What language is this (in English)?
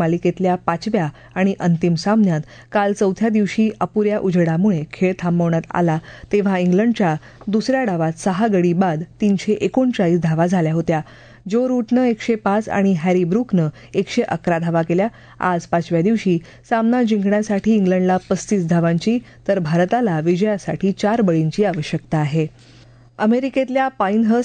Marathi